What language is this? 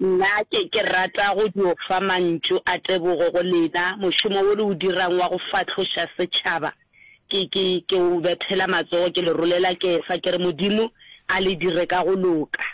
Northern Sotho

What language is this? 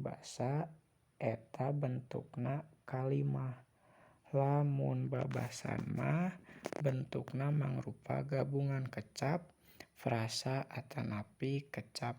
Sundanese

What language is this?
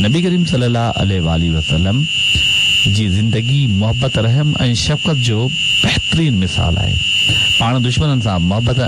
Sindhi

